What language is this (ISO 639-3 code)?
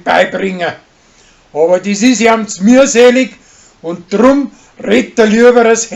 bar